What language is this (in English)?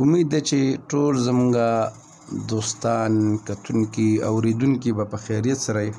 Pashto